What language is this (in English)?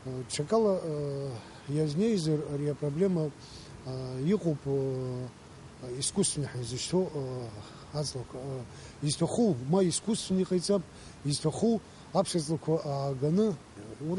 Abkhazian